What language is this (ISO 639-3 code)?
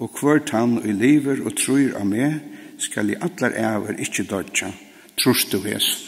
fao